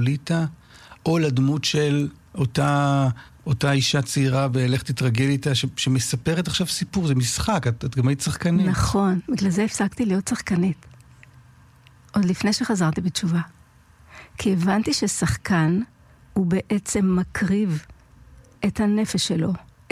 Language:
Hebrew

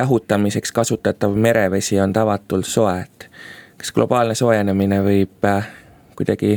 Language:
Estonian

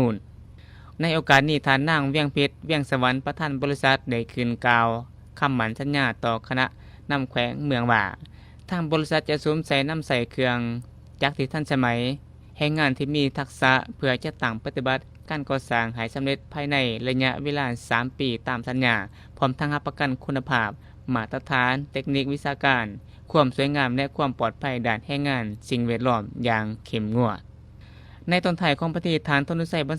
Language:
Lao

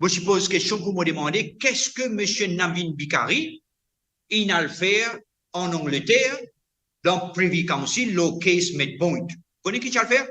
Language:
Morisyen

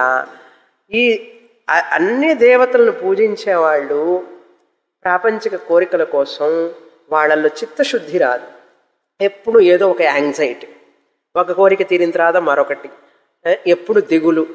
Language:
Telugu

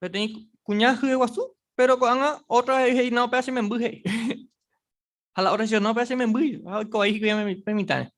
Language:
Guarani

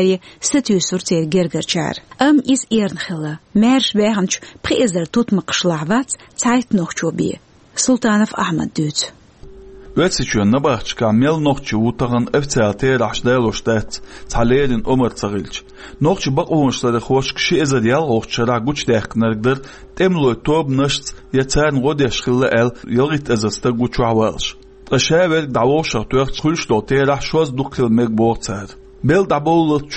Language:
Chechen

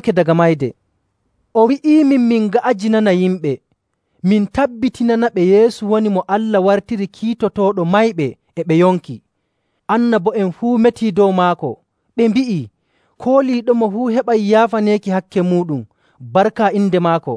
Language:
Nigerian Fulfulde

